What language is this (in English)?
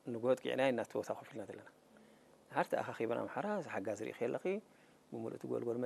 Tigrinya